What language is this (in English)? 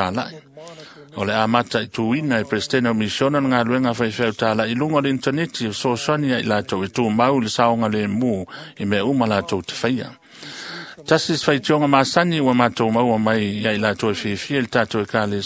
Samoan